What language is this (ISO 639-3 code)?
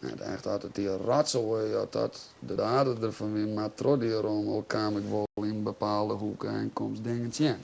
fry